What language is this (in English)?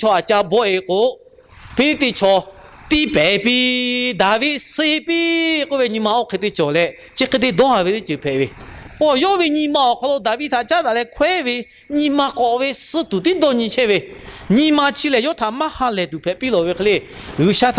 Lahu